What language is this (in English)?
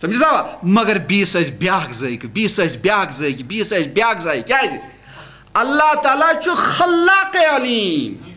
Kashmiri